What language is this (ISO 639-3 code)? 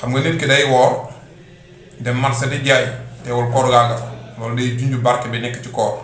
wol